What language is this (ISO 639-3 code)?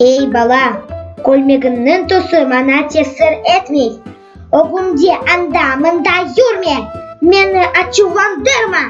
crh